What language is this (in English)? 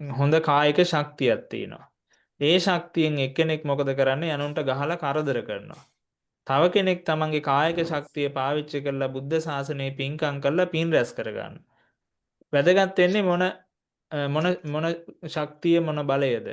Sinhala